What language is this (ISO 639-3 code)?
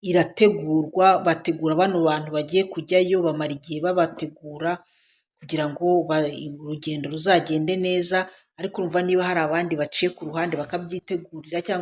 kin